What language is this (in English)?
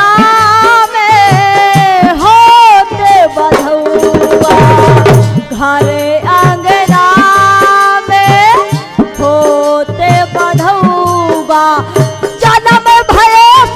Bundeli